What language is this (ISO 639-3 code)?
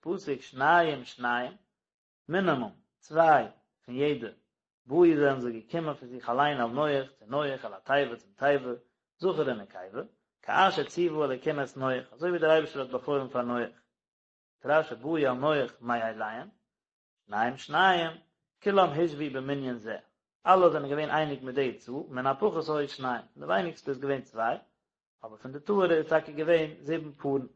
yid